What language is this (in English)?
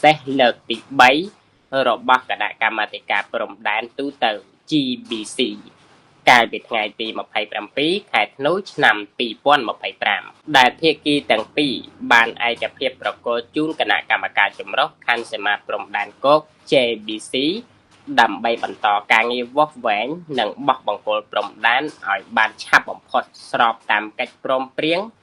Khmer